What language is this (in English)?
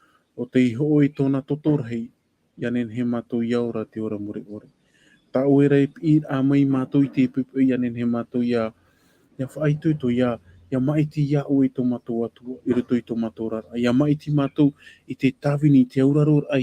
Tahitian